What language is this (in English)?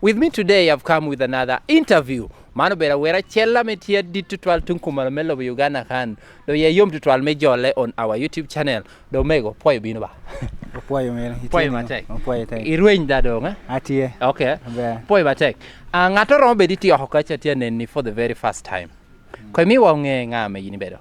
Lango (Uganda)